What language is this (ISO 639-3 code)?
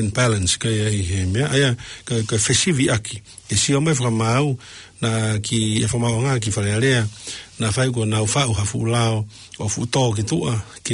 ton